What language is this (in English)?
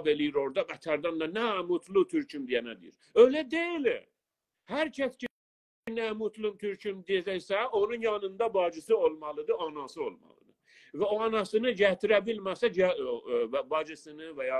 South Azerbaijani